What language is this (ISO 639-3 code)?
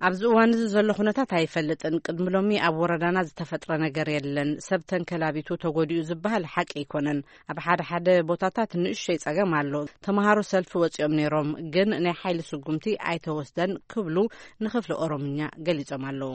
tir